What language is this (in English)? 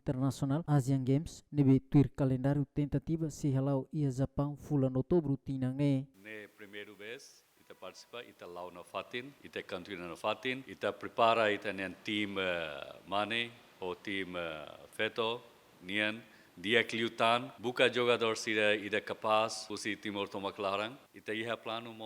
Tetum